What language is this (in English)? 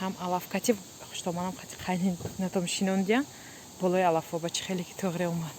Tajik